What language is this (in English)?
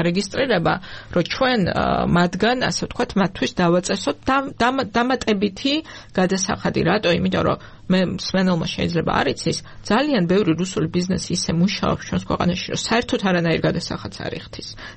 Georgian